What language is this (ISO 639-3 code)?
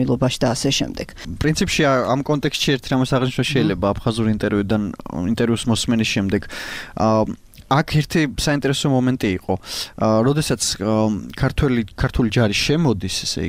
kat